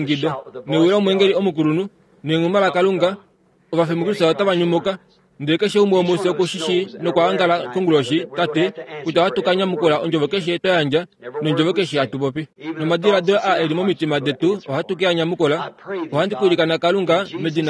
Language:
Kuanyama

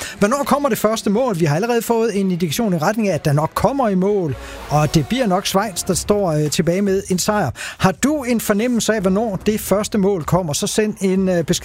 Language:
Danish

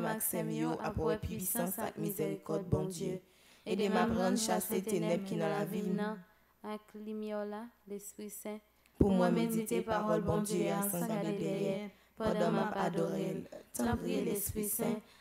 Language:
French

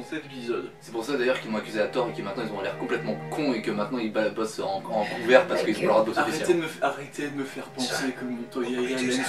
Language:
French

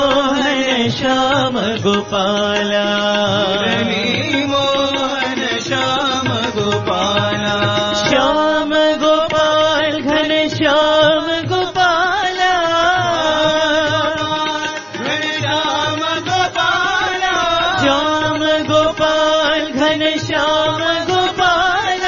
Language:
Telugu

